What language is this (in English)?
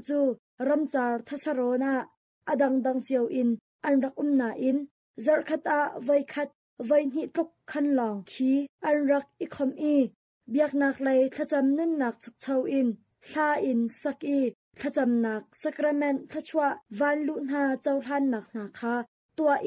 Hakha Chin